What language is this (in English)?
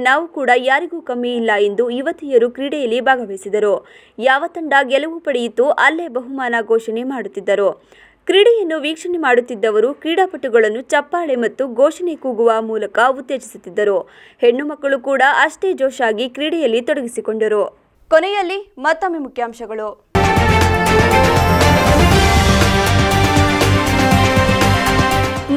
Kannada